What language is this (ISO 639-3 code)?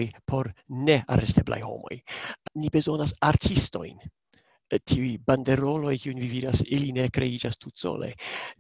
epo